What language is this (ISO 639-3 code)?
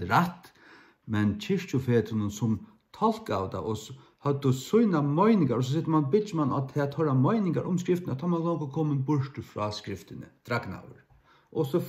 fao